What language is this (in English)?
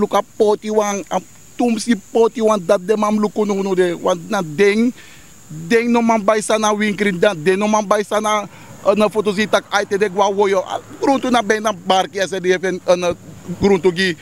Sranan Tongo